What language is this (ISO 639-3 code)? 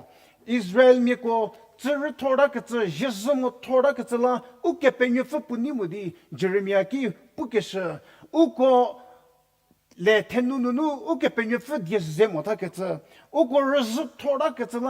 njm